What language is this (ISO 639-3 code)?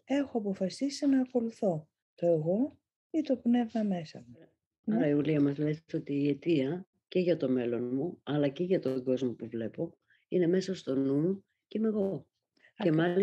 ell